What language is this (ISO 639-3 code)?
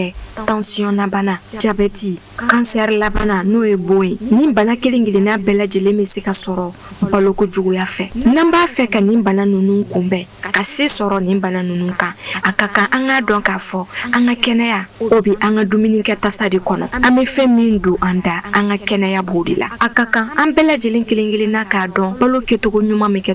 bam